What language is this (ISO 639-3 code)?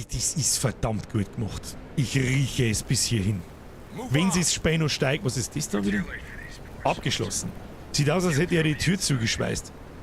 bar